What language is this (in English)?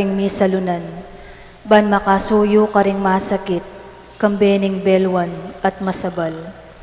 Pampanga